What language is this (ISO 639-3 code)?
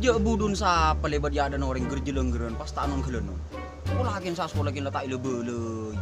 mad